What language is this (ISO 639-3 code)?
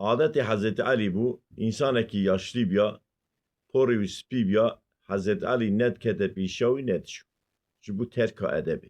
kur